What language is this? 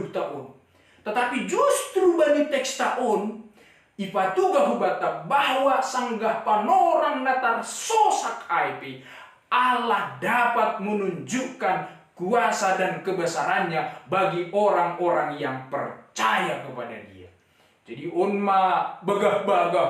Batak Simalungun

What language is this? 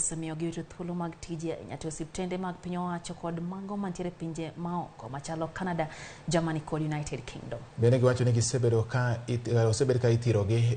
Luo (Kenya and Tanzania)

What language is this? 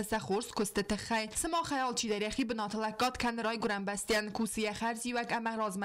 Ossetic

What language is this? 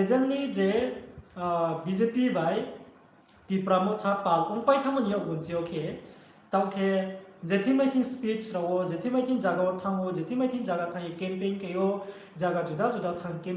Riang (India)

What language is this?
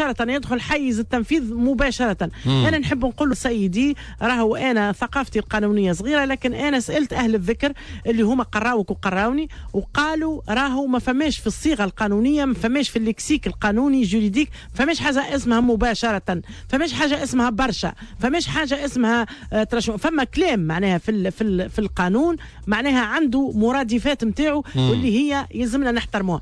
Tunisian Arabic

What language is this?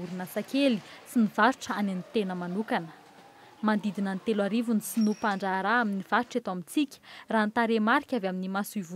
Malagasy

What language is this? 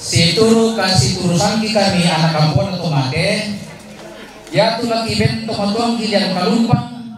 Toraja-Sa'dan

